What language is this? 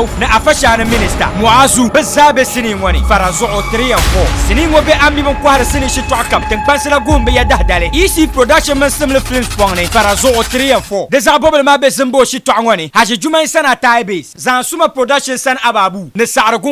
Dagbani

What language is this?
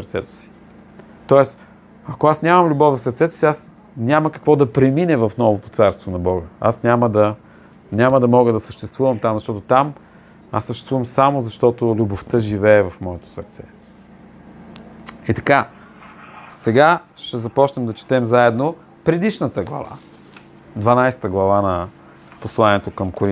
Bulgarian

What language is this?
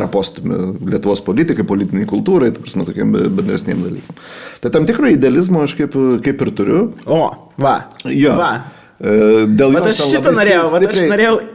Lithuanian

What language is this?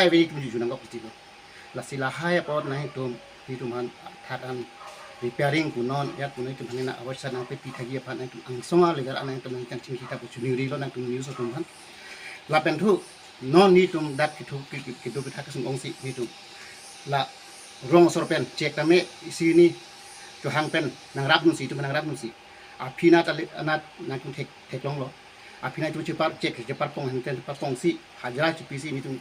Karbi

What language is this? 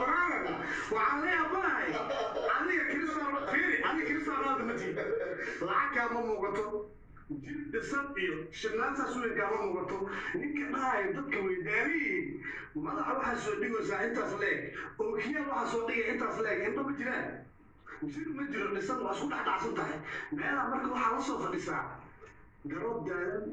Somali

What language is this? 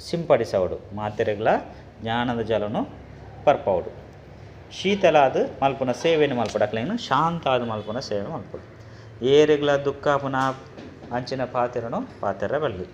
Tulu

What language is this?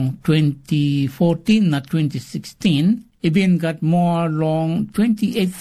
Tok Pisin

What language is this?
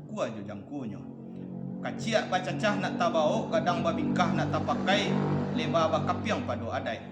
Minangkabau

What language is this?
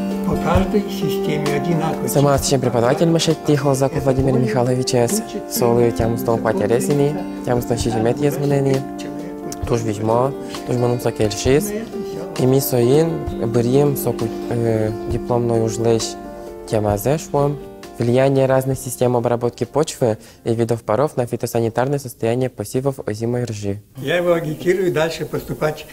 Udmurt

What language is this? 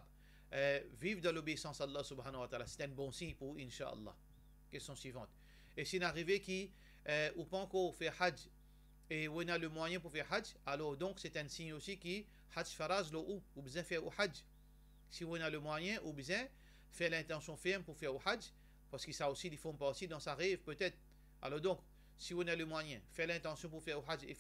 Morisyen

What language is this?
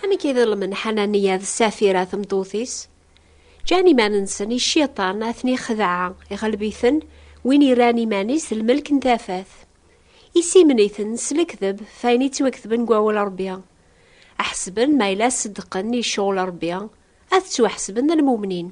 Kabyle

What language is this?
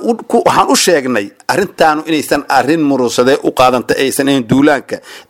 Somali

